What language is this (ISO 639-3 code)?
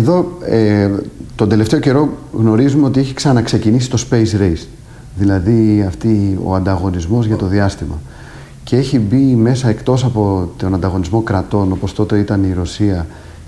ell